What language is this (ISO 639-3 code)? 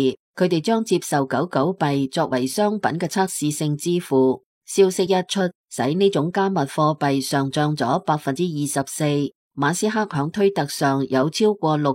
yue